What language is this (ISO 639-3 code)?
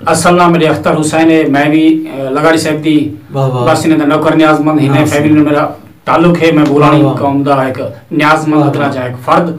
skr